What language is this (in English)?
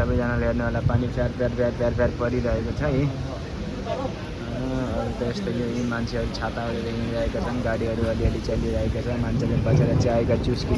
Nepali